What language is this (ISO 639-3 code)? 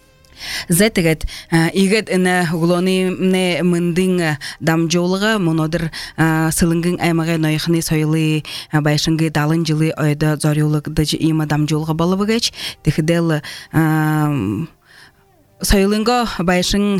bua